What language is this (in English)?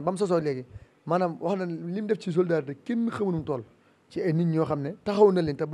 Wolof